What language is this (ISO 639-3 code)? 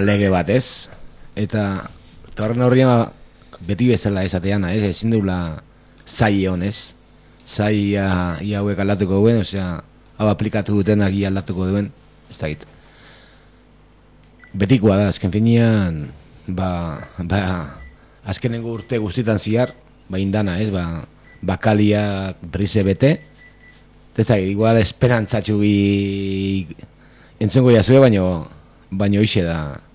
eus